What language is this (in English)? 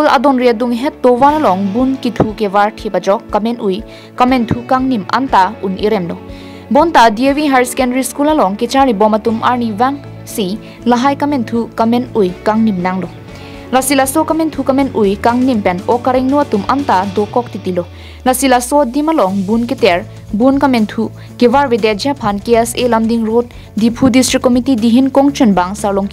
Karbi